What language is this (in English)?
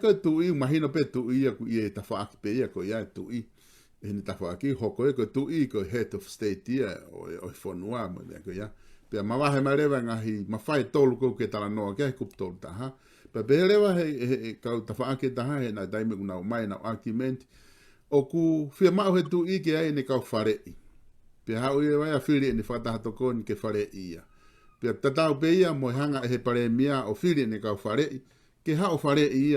Tongan